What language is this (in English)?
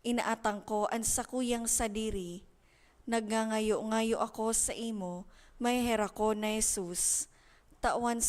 Bikol